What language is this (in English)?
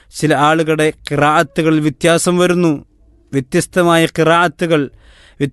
Malayalam